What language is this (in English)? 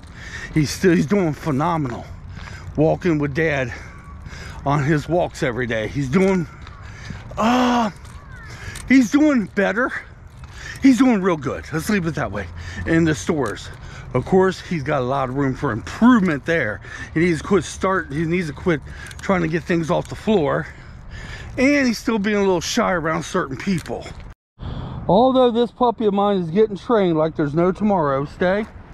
English